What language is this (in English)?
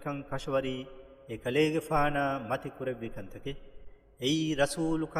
Divehi